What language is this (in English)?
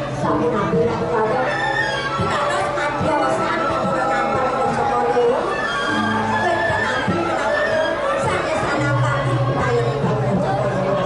Balinese